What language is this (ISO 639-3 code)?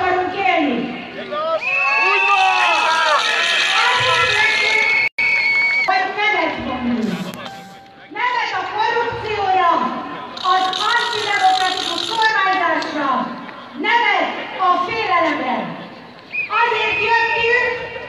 hun